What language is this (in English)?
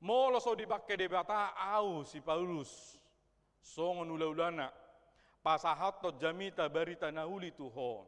Batak Toba